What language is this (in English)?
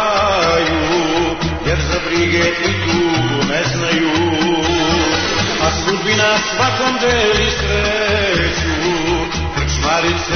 Serbian